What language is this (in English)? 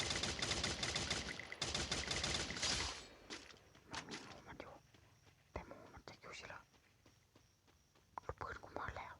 Lao